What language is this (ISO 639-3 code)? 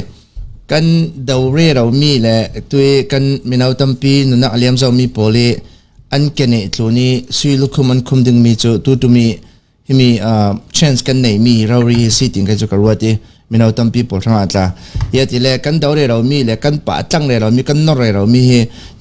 cfm